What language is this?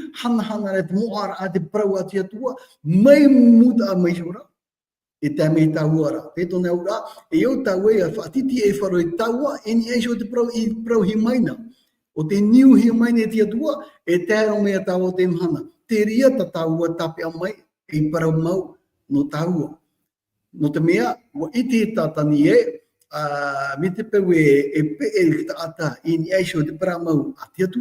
Tahitian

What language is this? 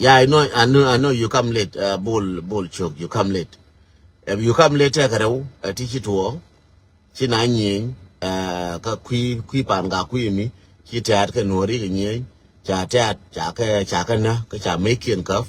Nuer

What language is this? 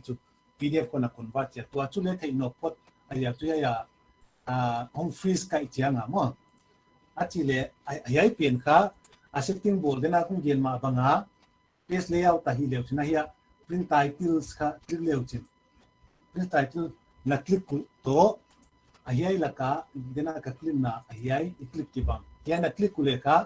Paite Chin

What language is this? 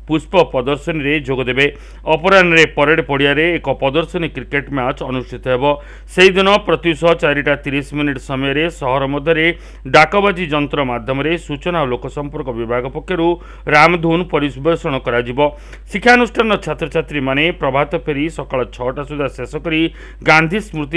Odia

